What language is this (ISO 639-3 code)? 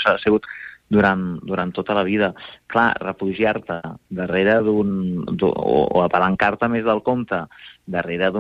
cat